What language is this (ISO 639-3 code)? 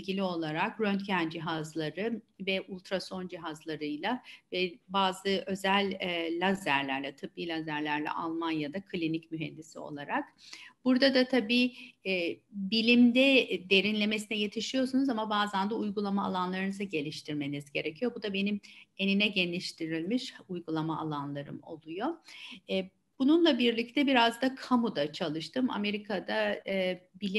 tur